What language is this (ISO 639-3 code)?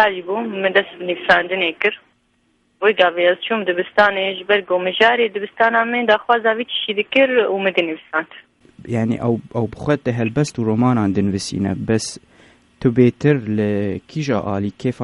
kur